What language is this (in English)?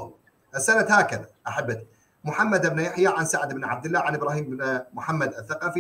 Arabic